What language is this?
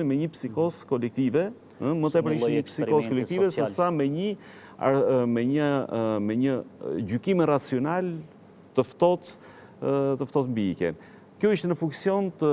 Albanian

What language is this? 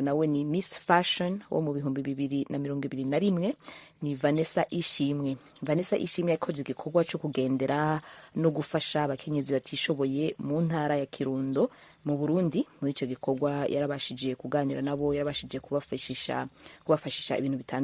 Rundi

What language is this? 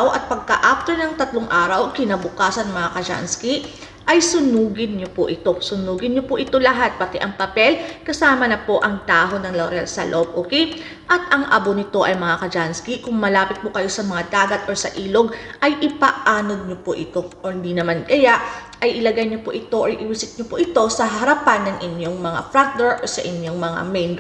Filipino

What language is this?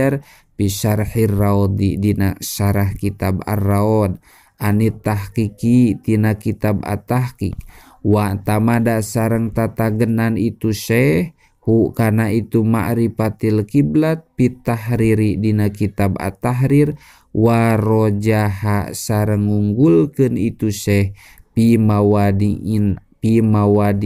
Sundanese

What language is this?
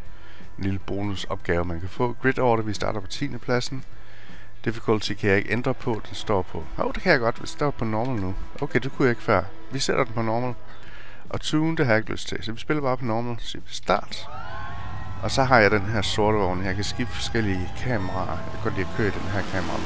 Danish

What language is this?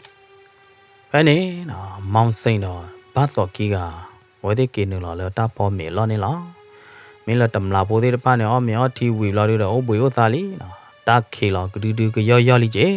S'gaw Karen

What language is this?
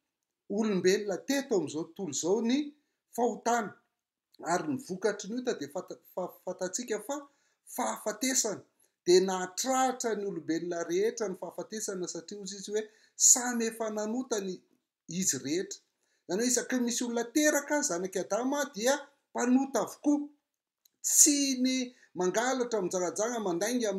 Malagasy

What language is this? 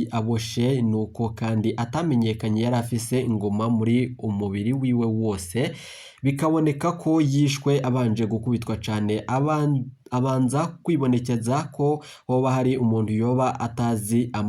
Rundi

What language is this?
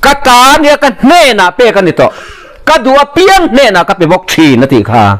Mizo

